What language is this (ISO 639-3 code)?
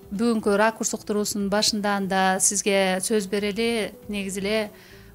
kir